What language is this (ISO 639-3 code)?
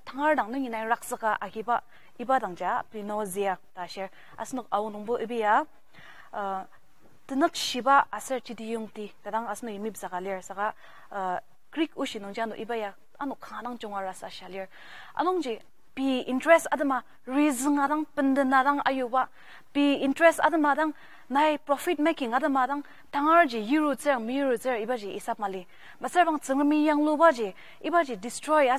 njo